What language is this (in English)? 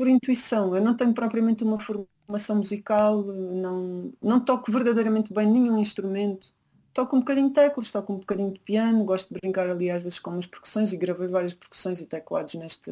Portuguese